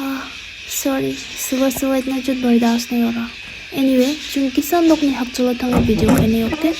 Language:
Kok Borok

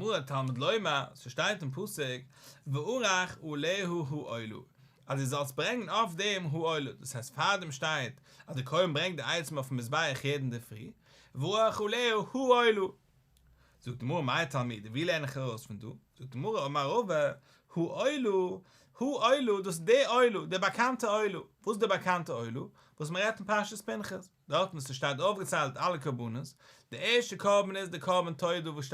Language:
Yiddish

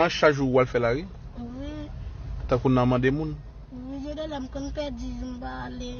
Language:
Haitian Creole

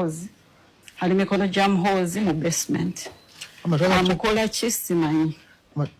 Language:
Ganda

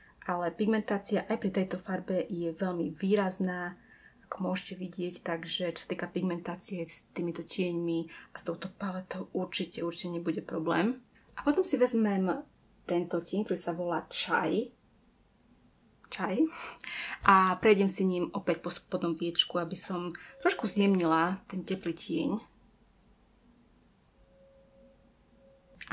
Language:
Slovak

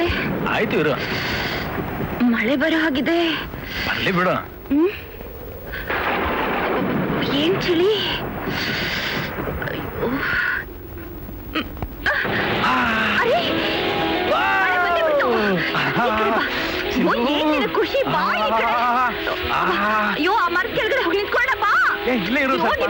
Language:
Kannada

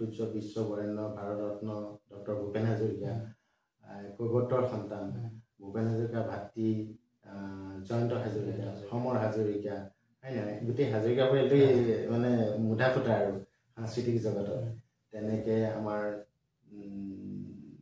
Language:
Assamese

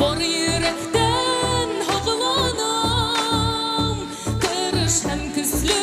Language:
Bashkir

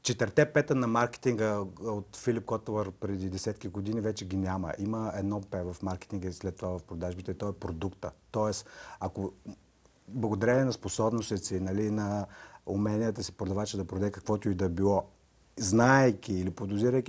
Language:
Bulgarian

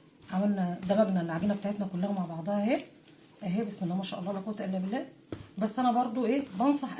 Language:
Egyptian Arabic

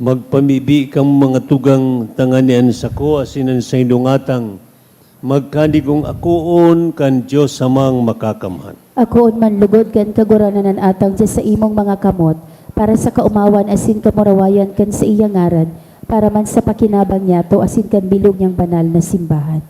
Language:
Bikol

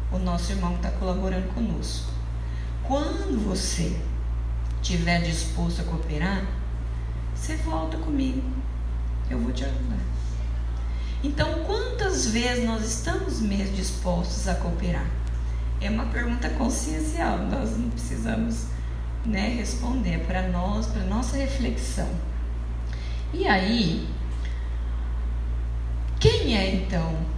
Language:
Portuguese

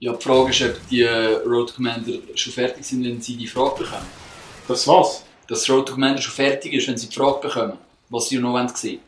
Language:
Swiss German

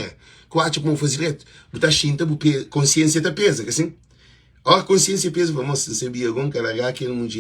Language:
Kabuverdianu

